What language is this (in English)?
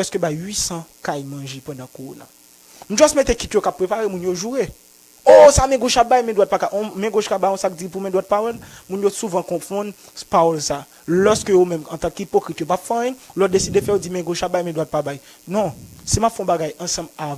Haitian Creole